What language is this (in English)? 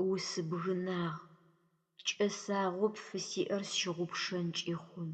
Adyghe